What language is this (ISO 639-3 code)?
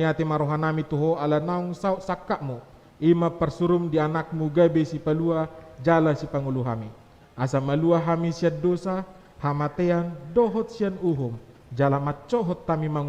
bbc